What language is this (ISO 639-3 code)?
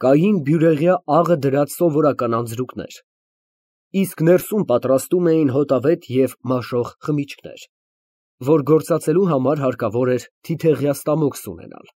hye